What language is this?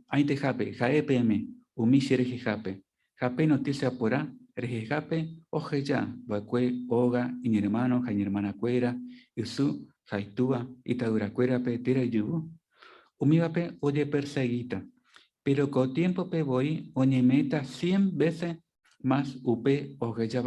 Guarani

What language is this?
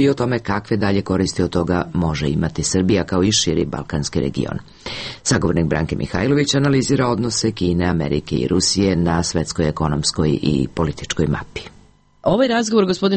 Serbian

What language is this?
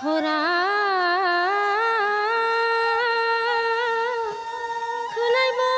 Kok Borok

